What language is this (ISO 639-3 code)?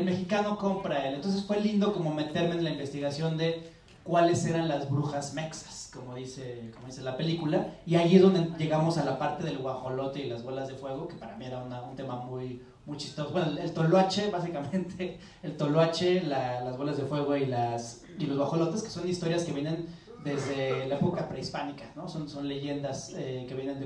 spa